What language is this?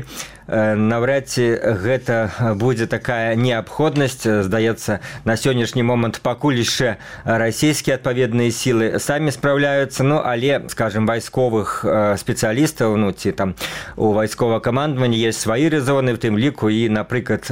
Belarusian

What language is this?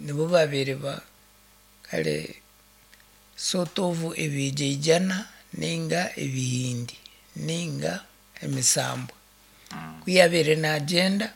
Nyankole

